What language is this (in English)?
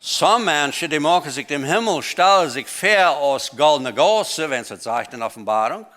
Plautdietsch